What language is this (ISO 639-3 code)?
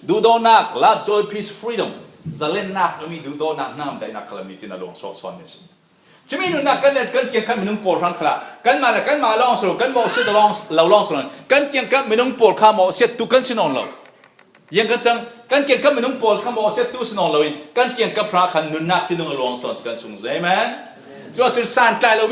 cfm